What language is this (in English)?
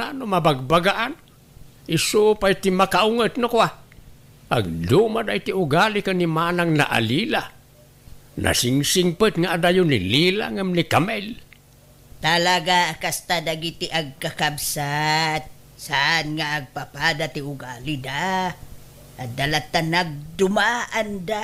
Iloko